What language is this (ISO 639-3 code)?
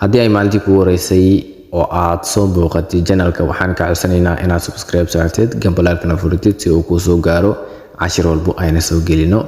som